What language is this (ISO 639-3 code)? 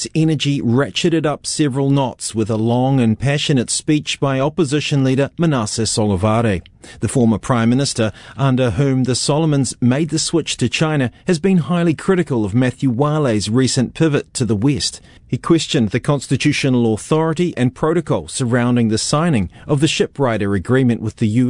eng